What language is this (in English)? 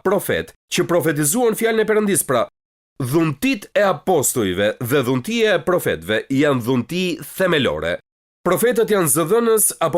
Albanian